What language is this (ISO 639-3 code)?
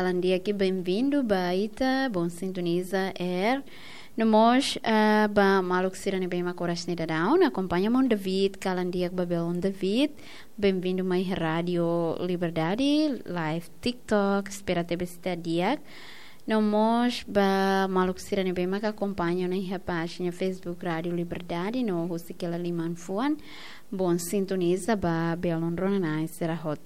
tet